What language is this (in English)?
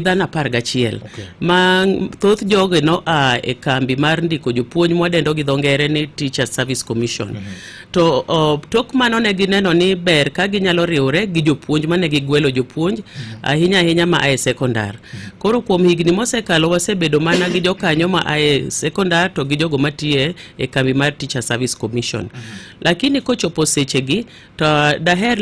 Luo (Kenya and Tanzania)